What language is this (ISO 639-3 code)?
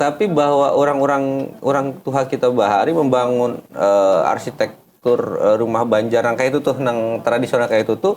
bjn